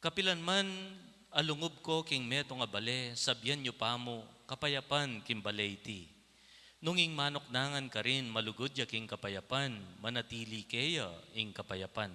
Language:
Pampanga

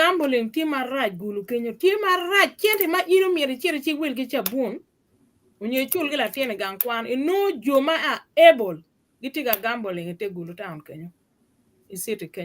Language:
Acoli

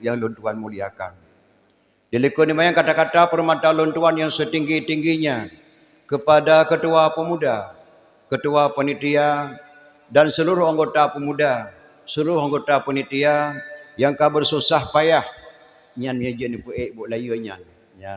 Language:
Achinese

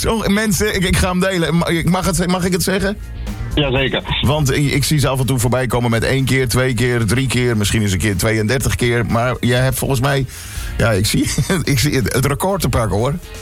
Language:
Dutch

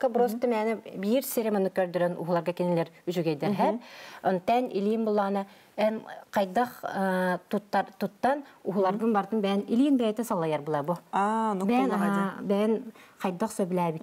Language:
Yakut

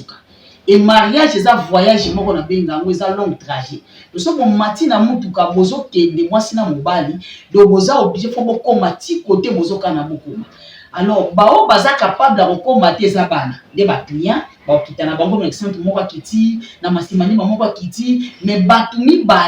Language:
Lingala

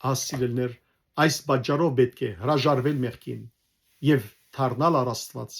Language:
Western Armenian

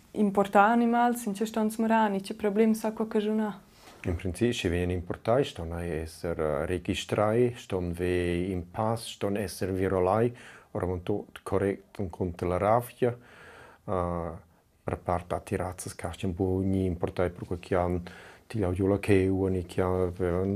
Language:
Romansh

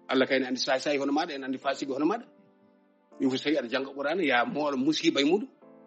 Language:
Fula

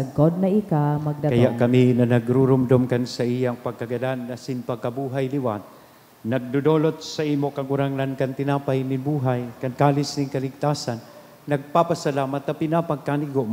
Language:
Bikol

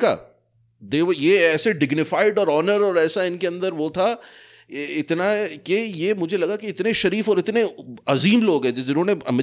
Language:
Hindi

